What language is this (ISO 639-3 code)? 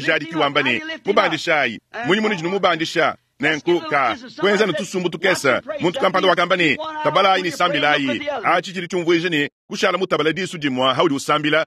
lua